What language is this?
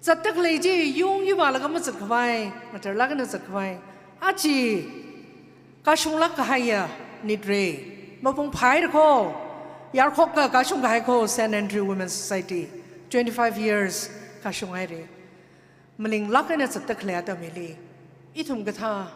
Tangkhul Naga (India)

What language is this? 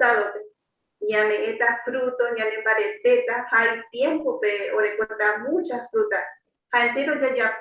Guarani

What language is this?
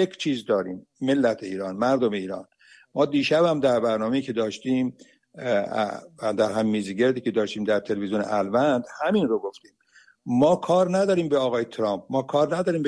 Persian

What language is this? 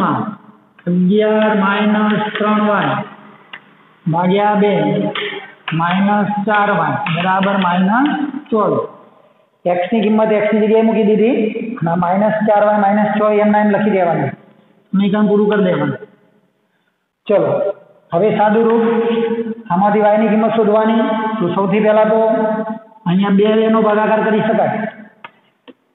Gujarati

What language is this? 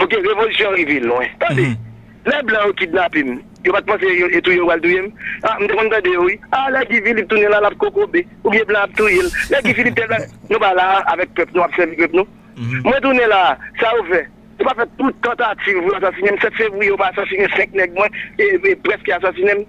Haitian Creole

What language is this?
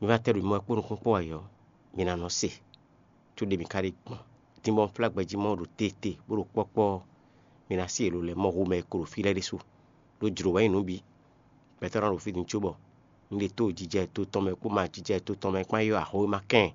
Fon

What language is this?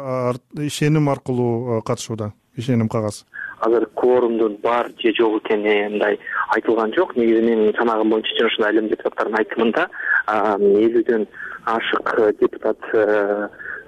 Kyrgyz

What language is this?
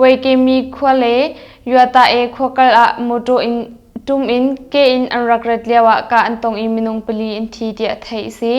Hakha Chin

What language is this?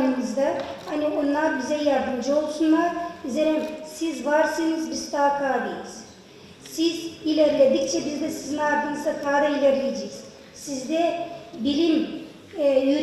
Gagauz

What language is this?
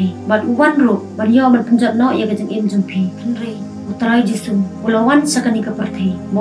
Khasi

